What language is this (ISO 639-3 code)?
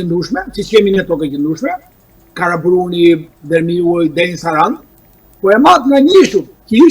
sqi